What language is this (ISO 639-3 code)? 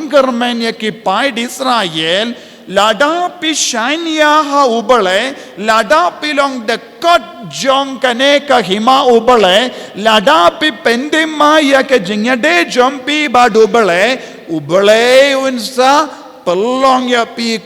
kha